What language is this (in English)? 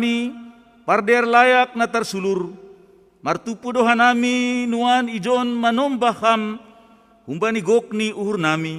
Batak Simalungun